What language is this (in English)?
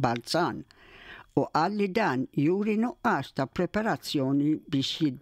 Maltese